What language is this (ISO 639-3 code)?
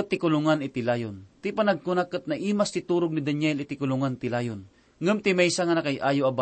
ilo